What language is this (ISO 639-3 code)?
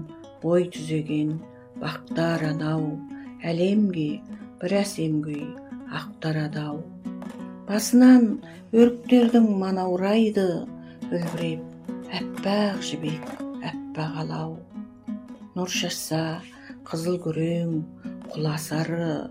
kaz